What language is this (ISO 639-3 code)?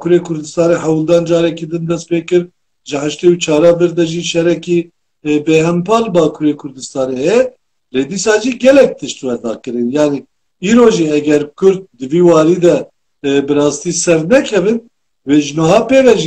kur